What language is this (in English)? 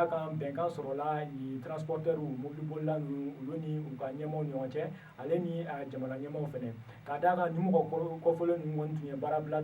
Bambara